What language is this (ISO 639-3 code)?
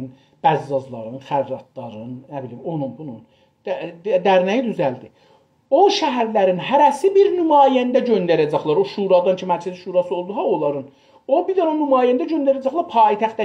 azb